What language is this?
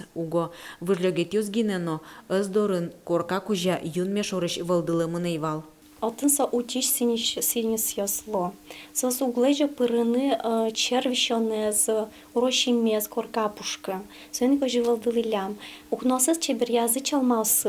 Udmurt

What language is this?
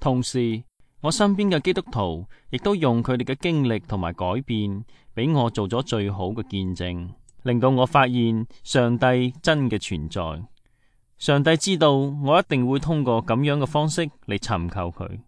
Cantonese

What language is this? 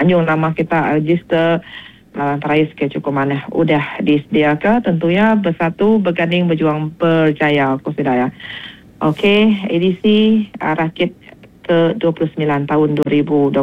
Iban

